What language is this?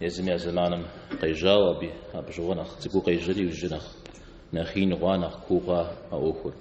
Kabardian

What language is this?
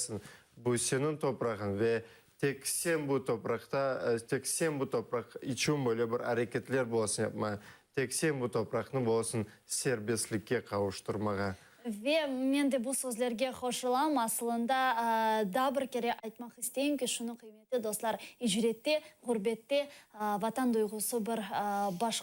Crimean Tatar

